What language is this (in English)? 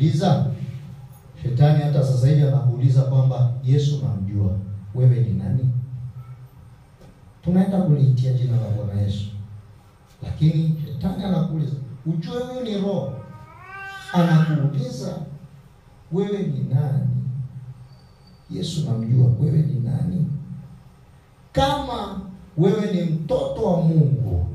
Swahili